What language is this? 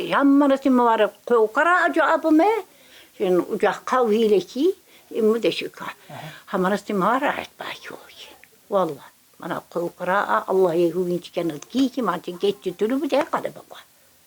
Tsakhur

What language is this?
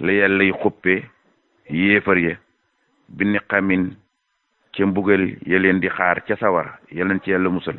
Wolof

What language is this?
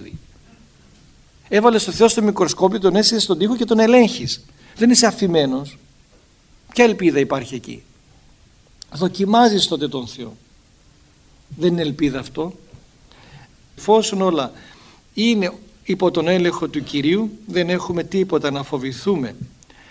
Greek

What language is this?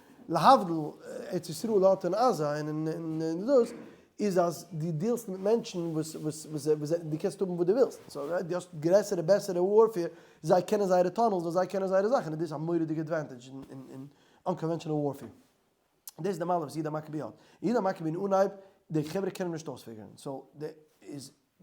Yiddish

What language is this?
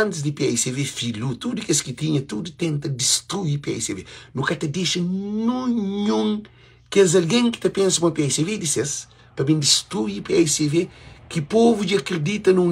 Kabuverdianu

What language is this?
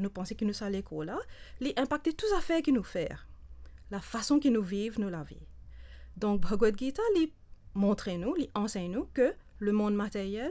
Morisyen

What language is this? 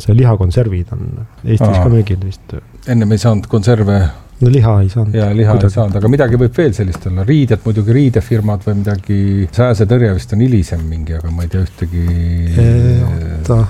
Estonian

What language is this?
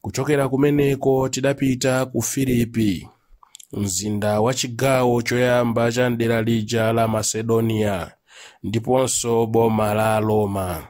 Nyanja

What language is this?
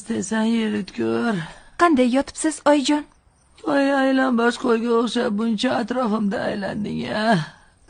Uzbek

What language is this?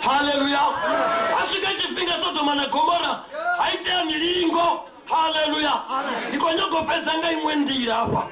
Venda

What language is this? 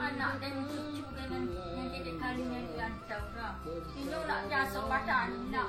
Minangkabau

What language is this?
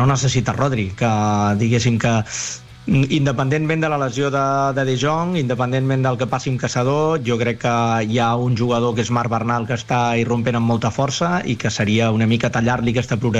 Catalan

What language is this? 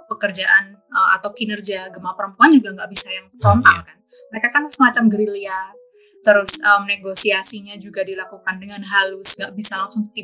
Indonesian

